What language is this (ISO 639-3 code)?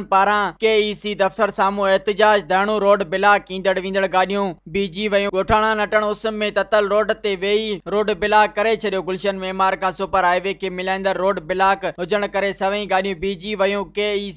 snd